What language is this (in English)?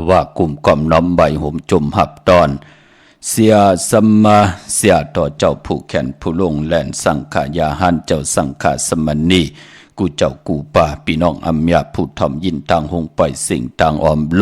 Shan